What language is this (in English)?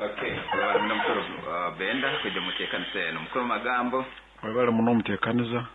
Nyoro